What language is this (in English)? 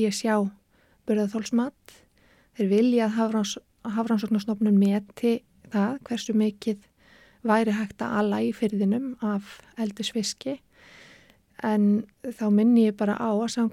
Icelandic